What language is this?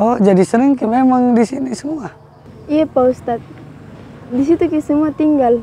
Makassar Malay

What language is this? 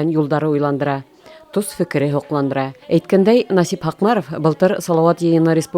Bashkir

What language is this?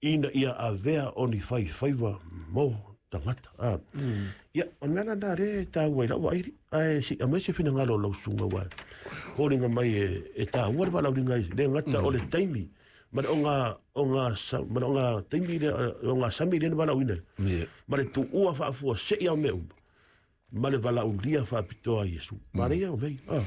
Samoan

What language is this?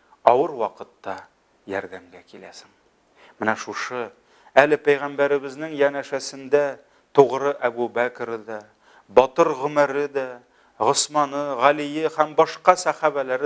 Tatar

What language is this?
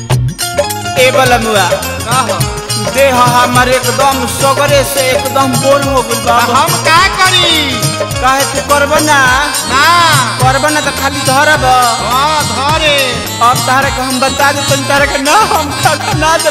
Bhojpuri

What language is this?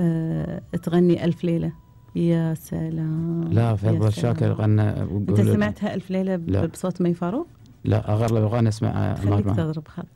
Gulf Arabic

